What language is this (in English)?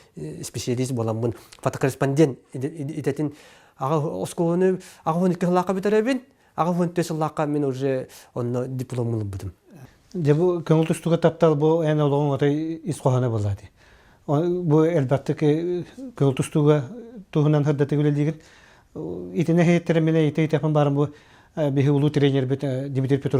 Yakut